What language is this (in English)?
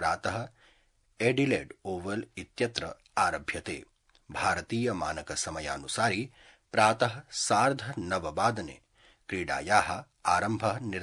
Sanskrit